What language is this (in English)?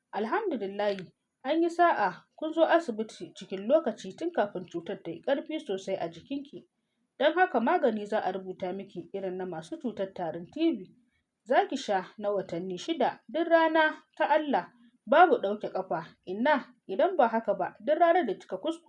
Hausa